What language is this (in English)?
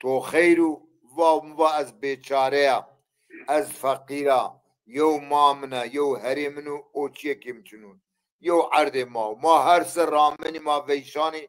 Zaza